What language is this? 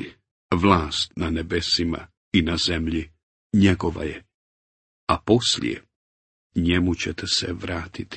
Bosnian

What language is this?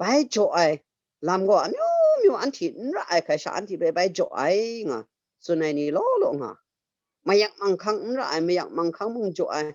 Kachin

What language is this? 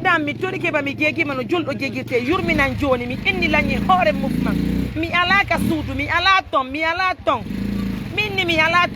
Pular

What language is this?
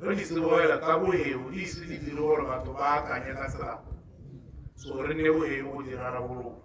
Tswana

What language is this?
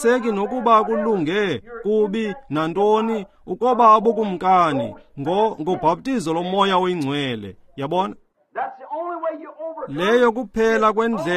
Xhosa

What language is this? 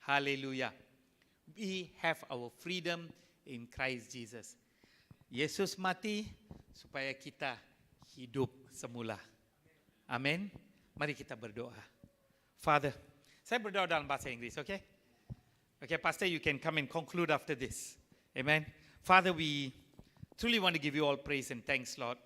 Iban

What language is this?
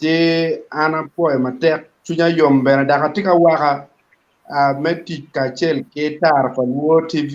Acoli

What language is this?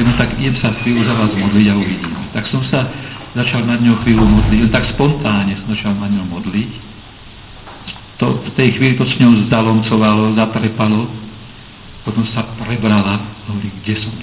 Slovak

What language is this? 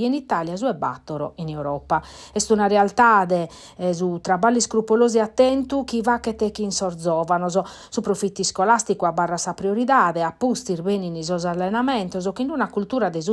Sardinian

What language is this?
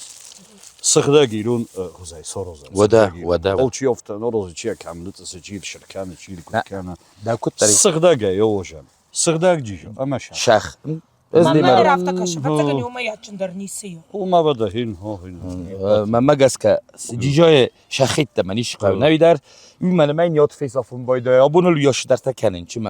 Ossetic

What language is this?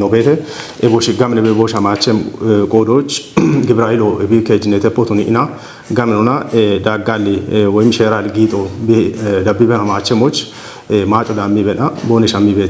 Kafa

